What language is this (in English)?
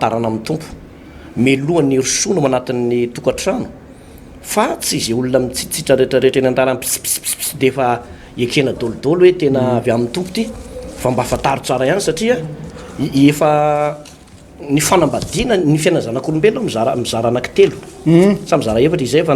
Malagasy